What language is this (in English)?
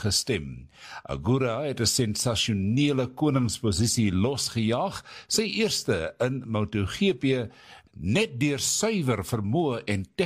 Afrikaans